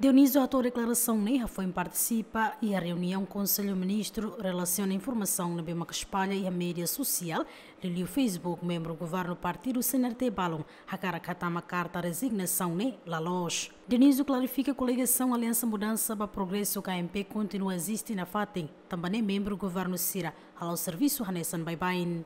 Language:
Tetum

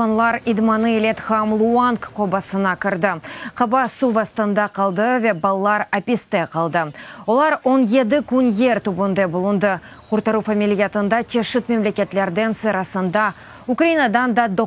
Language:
Crimean Tatar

